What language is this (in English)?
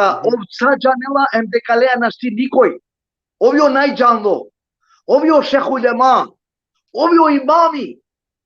Balkan Romani